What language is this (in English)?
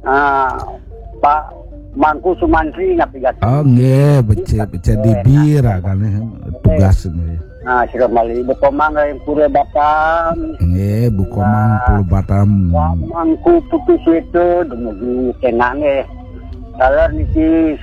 Balinese